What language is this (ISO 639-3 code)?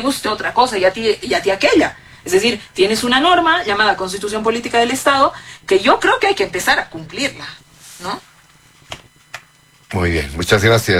spa